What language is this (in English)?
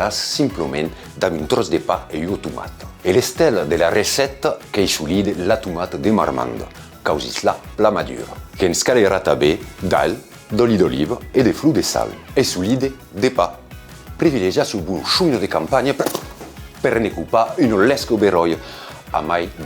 Occitan